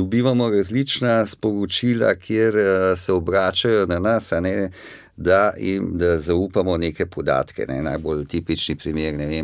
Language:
Slovenian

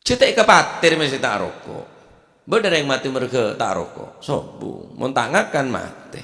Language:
Madurese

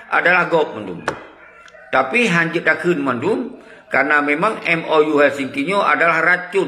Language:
Achinese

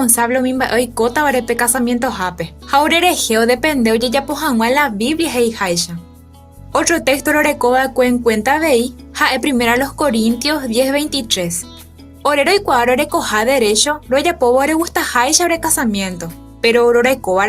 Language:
Guarani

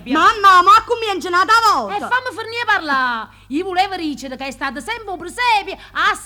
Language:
Neapolitan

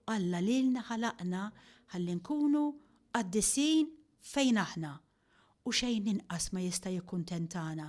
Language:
Maltese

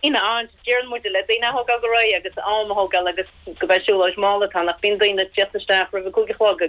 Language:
Irish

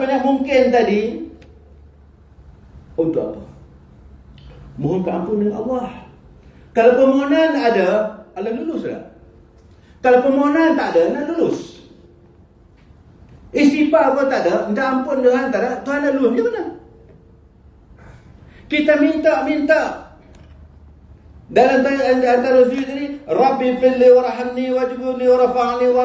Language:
Malay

